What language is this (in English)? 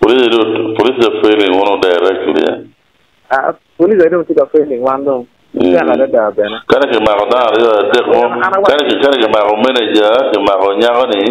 Acoli